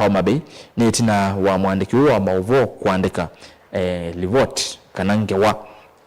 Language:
Kamba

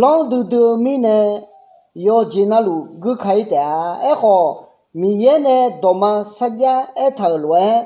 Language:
Akha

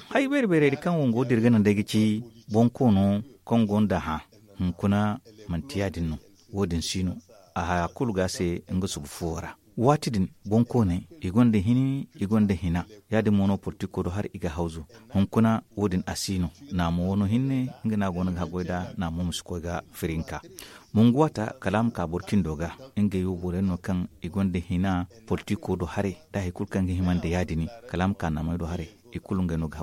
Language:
Zarma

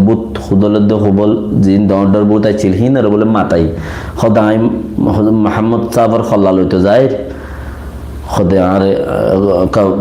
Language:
Rohingya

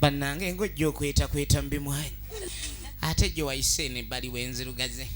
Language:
Ganda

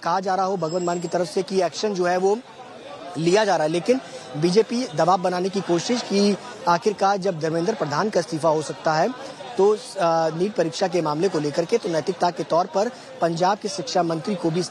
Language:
Hindi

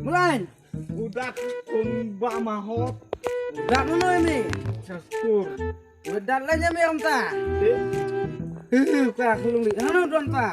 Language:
Khasi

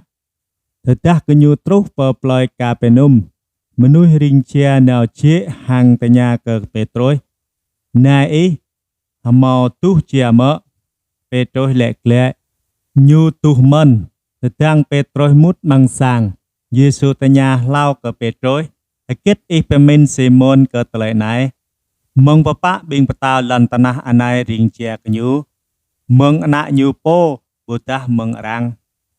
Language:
Jarai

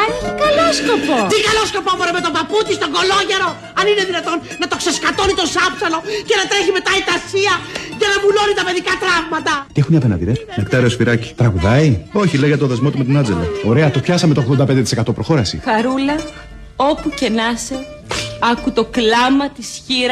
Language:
Greek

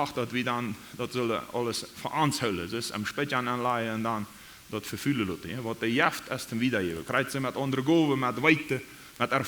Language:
Plautdietsch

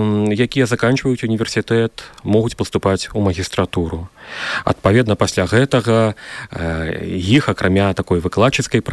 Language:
Belarusian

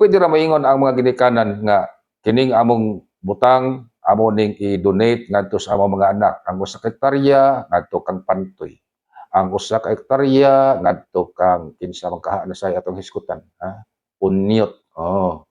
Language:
Cebuano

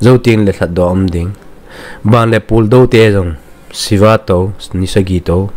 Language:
Thado Chin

